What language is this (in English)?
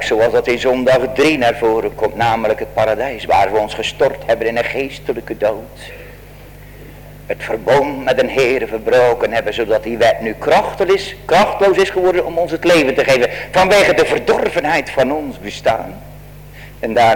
Dutch